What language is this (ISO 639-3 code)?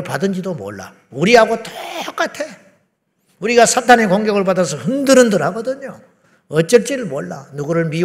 kor